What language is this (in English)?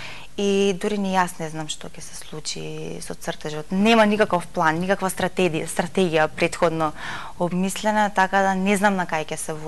Macedonian